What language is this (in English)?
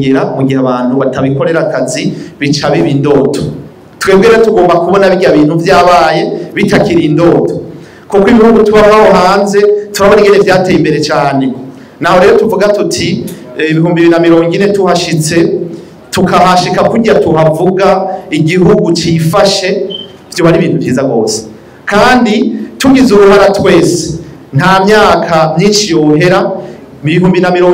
Rundi